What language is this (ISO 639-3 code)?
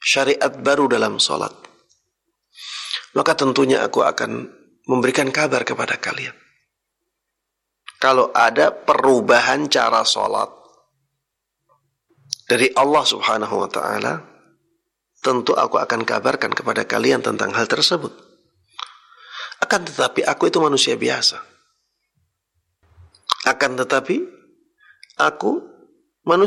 ind